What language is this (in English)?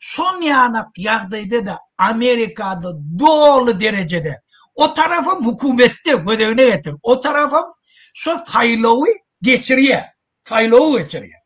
Turkmen